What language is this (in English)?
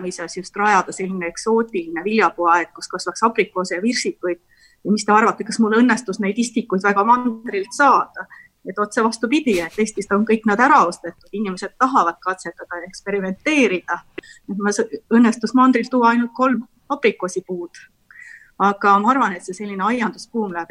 Estonian